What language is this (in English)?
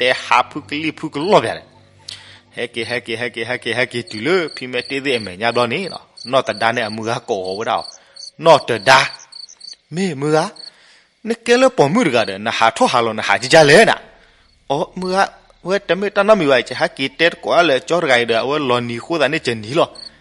S'gaw Karen